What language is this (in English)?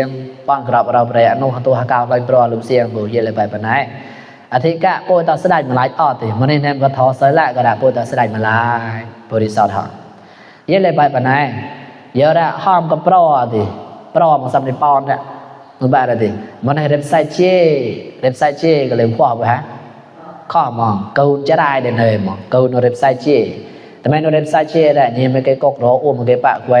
Mon